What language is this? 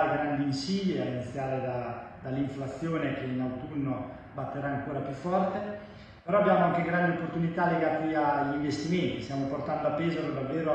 Italian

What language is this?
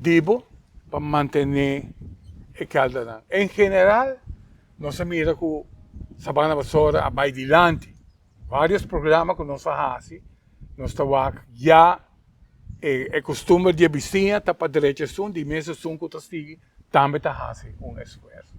Papiamento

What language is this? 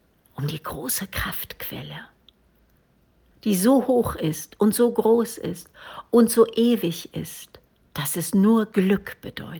German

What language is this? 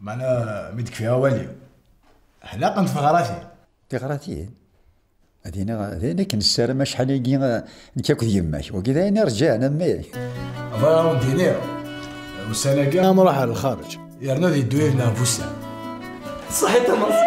Kabyle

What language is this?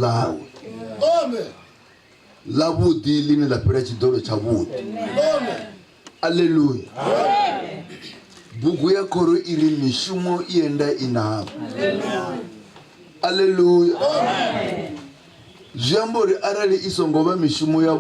Venda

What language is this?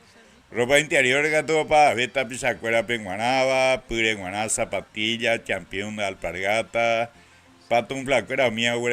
Guarani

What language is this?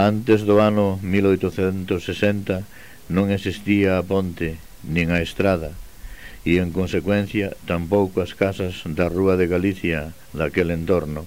Galician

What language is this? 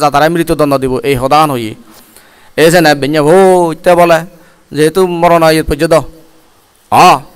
Chakma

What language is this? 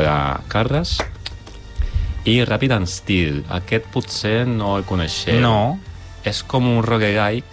Catalan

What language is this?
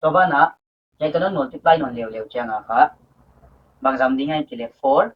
Paite Chin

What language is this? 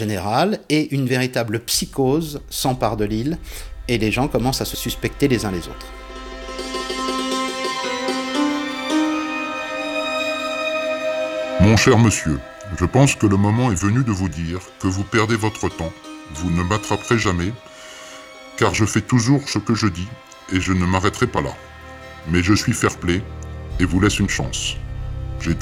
French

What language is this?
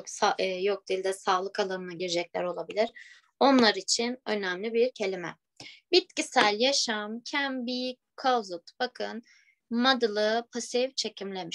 Turkish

